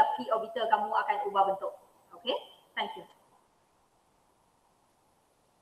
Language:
Malay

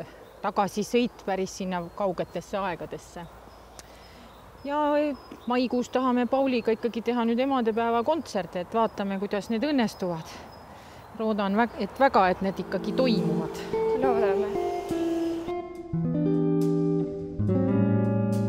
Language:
Estonian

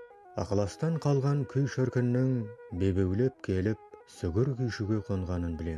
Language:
Kazakh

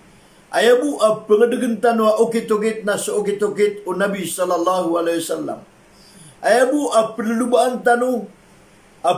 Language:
Maranao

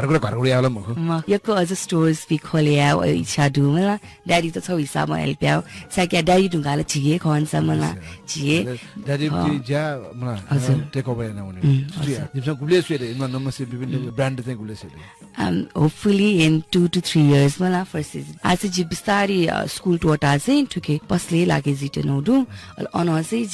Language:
Newari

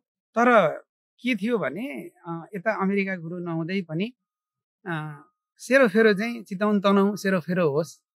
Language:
Nepali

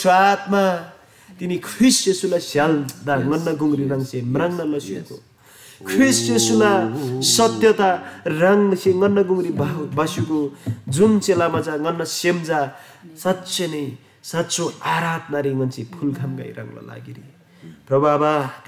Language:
Eastern Tamang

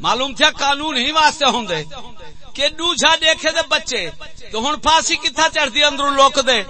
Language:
Saraiki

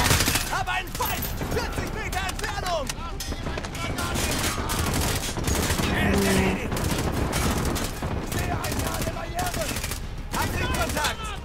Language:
German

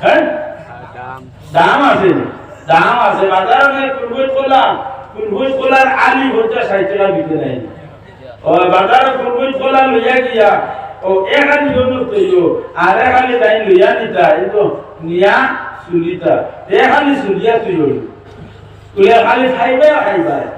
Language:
Sylheti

